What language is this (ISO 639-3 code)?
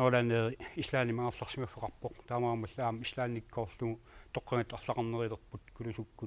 kal